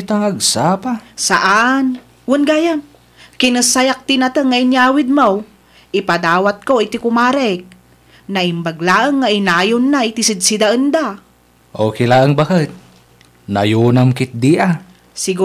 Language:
Iloko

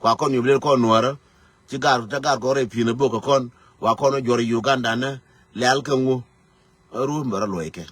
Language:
Nuer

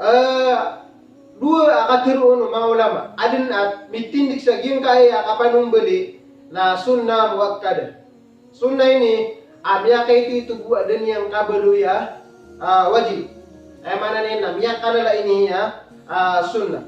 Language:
Maranao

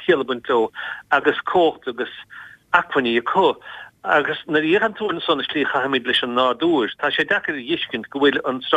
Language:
Irish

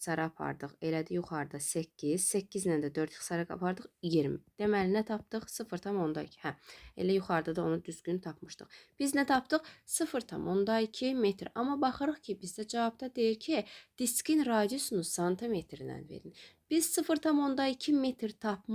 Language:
Azerbaijani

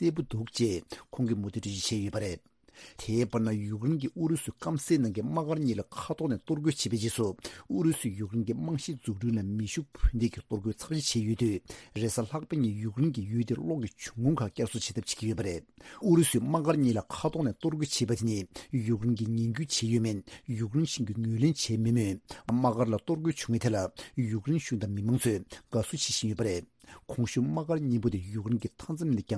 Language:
Tibetan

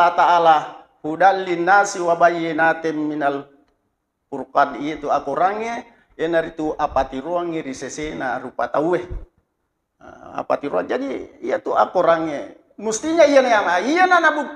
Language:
Buginese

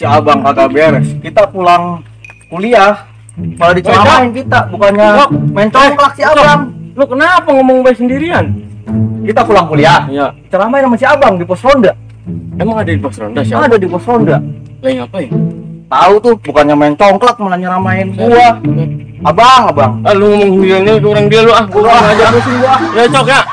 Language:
Betawi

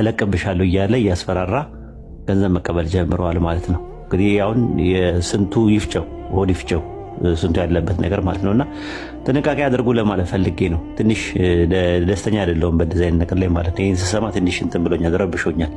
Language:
Amharic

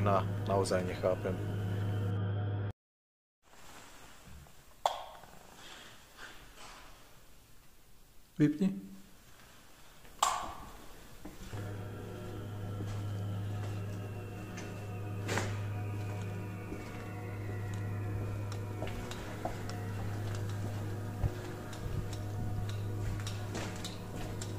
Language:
Slovak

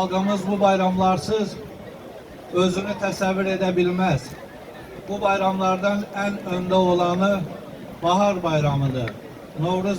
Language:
Azerbaijani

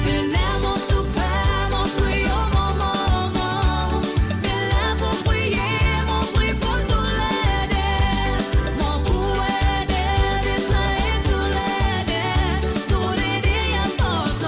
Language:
Morisyen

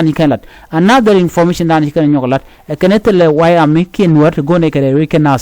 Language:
Nuer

